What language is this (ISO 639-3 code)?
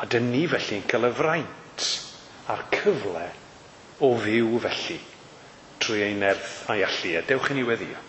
cym